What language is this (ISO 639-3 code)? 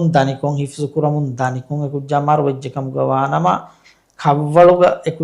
div